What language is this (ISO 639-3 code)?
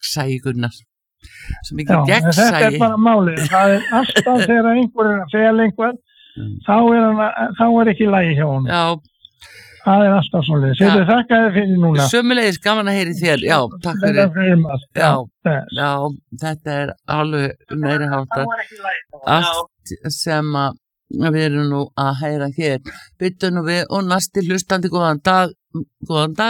isl